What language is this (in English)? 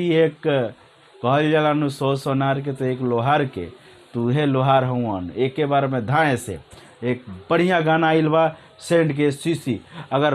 Bhojpuri